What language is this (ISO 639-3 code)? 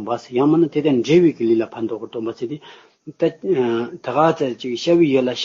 bod